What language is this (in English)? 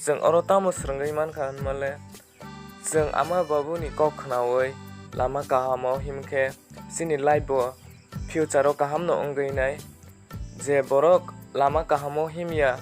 Kok Borok